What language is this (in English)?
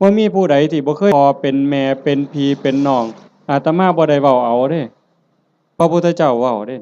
Northeastern Thai